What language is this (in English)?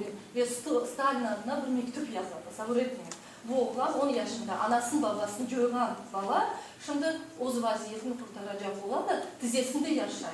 Crimean Tatar